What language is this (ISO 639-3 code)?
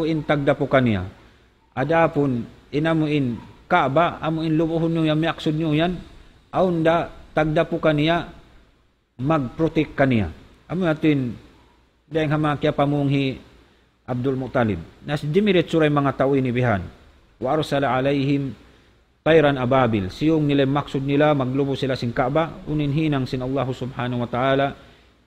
tsg